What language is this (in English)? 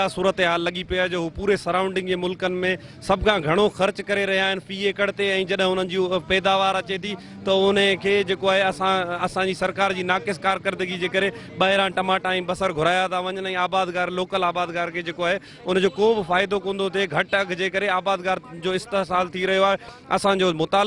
Sindhi